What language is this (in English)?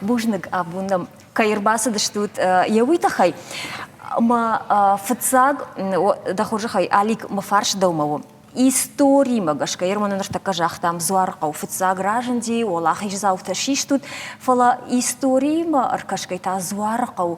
Ossetic